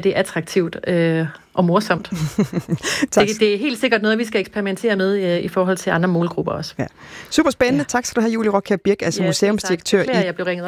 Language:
Danish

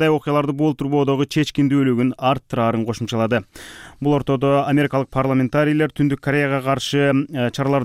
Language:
Kyrgyz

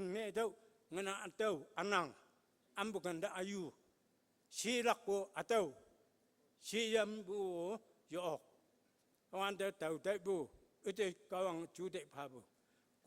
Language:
Konyak Naga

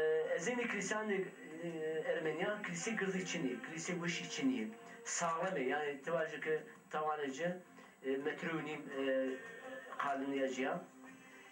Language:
Zaza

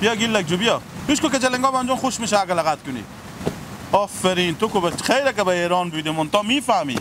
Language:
Persian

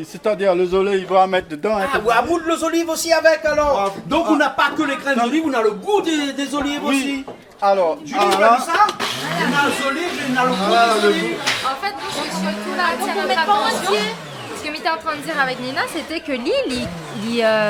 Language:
Réunion Creole French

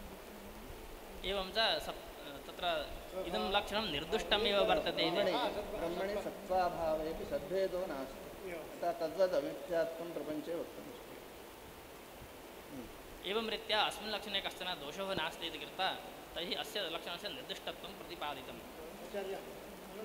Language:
Sanskrit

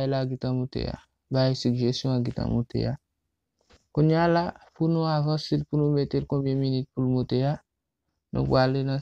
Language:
Haitian Creole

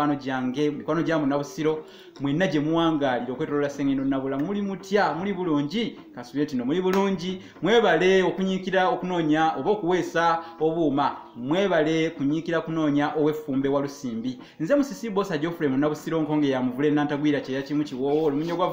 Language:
Ganda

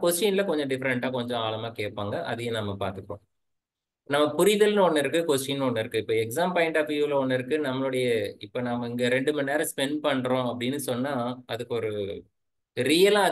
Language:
Tamil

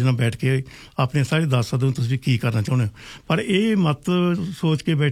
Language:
Punjabi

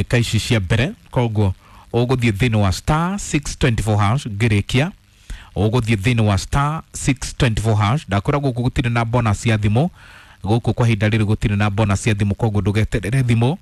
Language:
Kikuyu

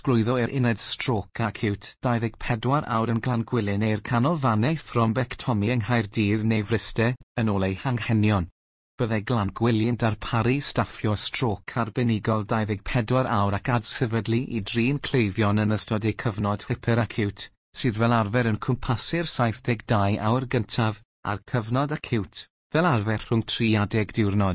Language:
Welsh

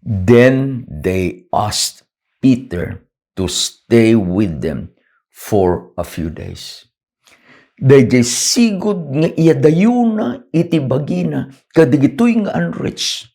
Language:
Iloko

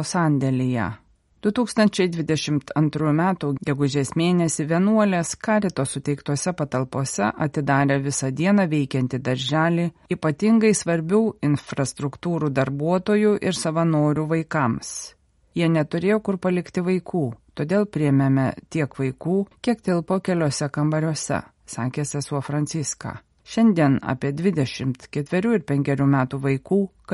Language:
Lithuanian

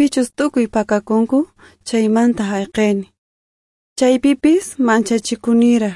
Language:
Quechua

